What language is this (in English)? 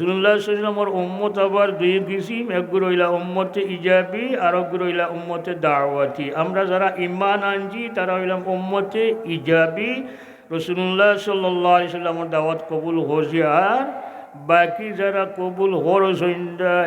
Sylheti